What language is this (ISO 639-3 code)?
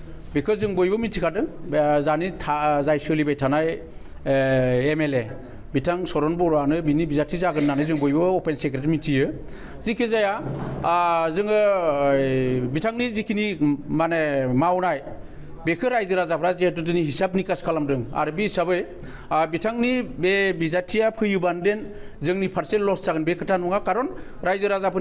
brx